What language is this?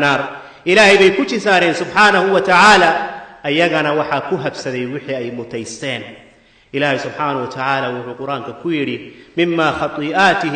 Somali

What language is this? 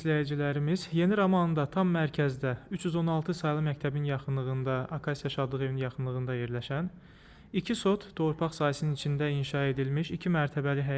Azerbaijani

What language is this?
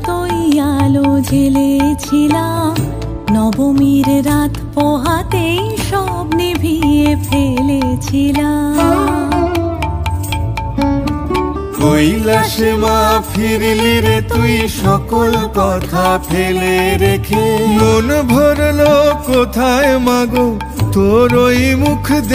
Bangla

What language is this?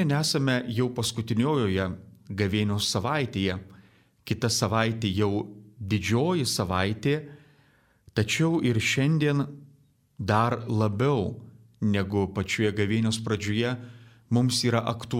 Lithuanian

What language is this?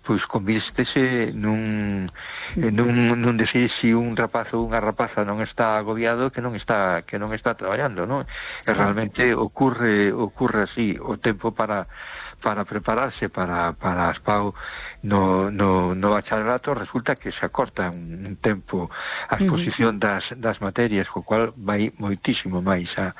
Galician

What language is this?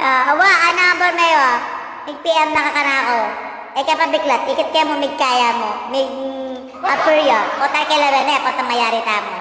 Pampanga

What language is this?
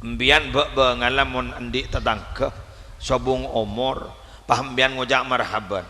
Madurese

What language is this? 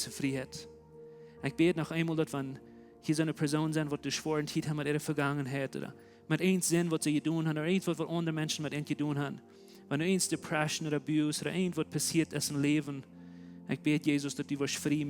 Plautdietsch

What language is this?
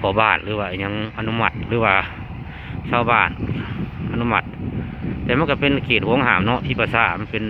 Lao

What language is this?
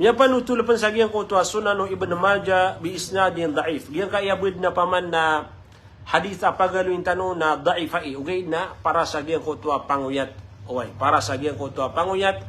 Maranao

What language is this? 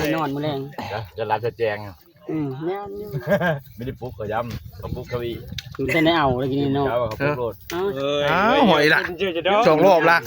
Northeastern Thai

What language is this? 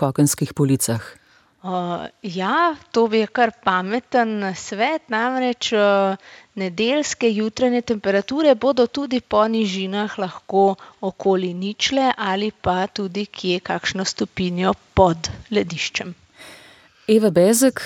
Slovenian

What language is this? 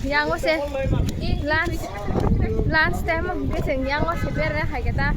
Kok Borok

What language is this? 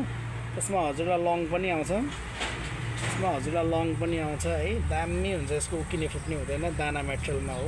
Nepali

